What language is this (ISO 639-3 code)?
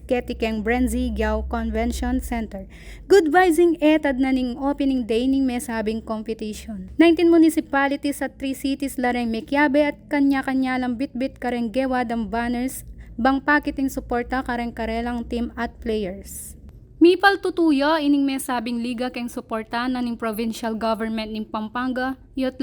pam